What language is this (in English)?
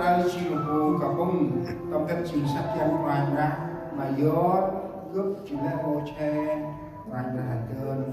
Central Mnong